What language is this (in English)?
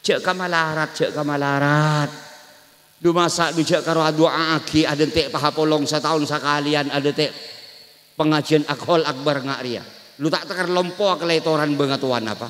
Madurese